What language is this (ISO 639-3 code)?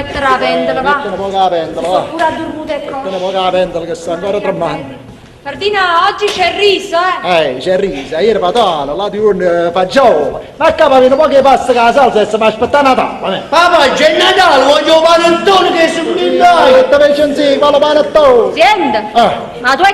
nap